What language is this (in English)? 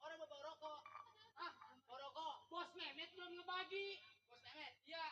Betawi